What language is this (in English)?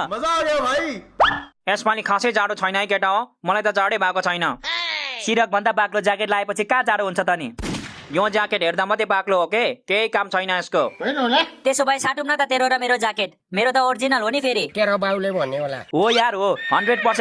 Nepali